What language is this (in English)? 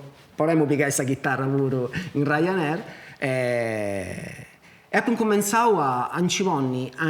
Sardinian